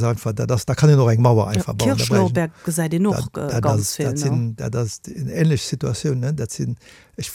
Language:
Luxembourgish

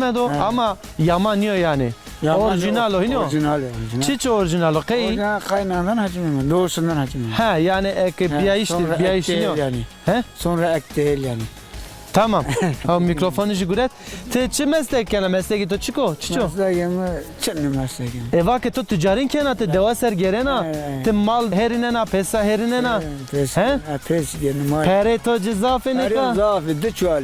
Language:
Zaza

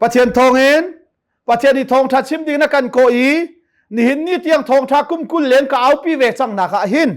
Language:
Hakha Chin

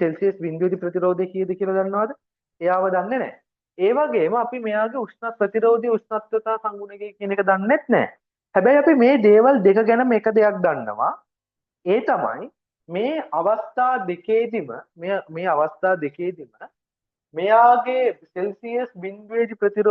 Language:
Sinhala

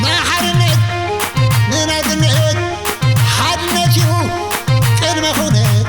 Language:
Tigrinya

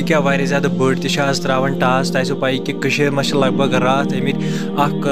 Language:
Kashmiri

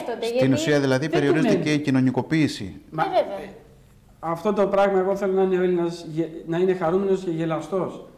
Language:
Greek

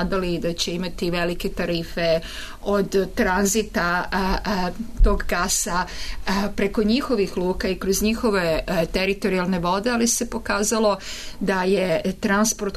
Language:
Serbian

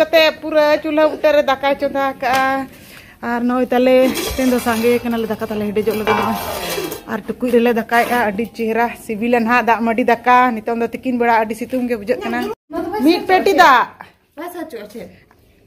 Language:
Santali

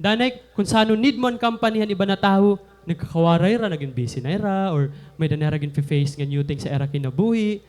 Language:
Waray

